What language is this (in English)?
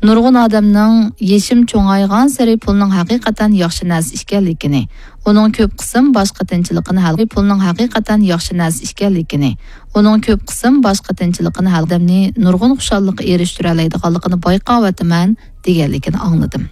Uyghur